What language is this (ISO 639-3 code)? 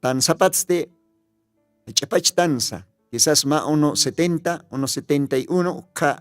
aym